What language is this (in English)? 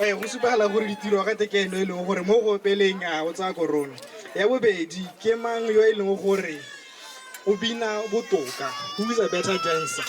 Tswana